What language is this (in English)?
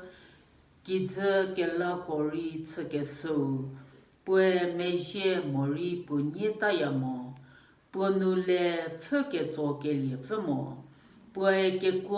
Angami Naga